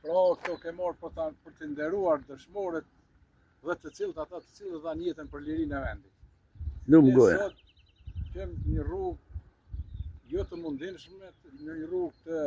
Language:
Albanian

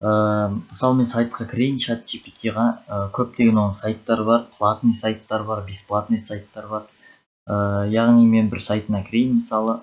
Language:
Kazakh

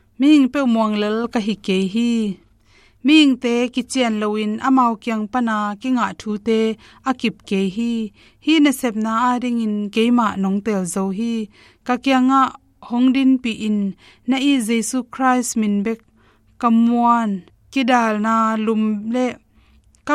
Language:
Tedim Chin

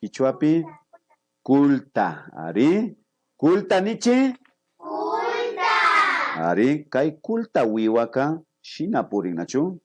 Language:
Imbabura Highland Quichua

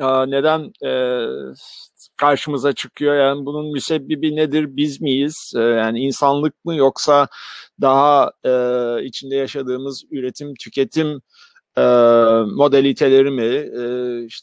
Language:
Turkish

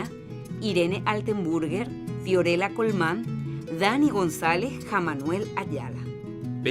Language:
Guarani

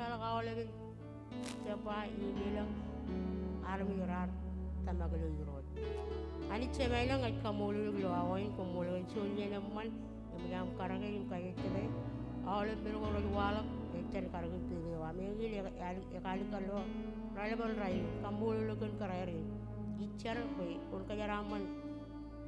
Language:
Marshallese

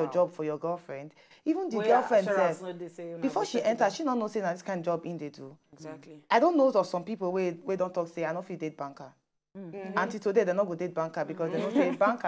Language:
Nigerian Pidgin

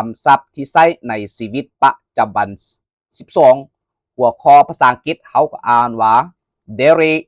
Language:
Lao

